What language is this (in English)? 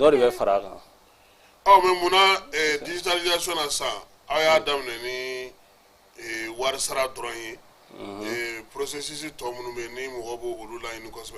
Bambara